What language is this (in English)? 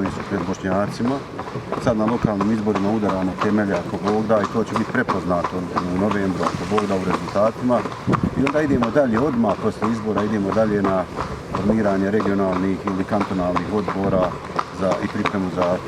Bosnian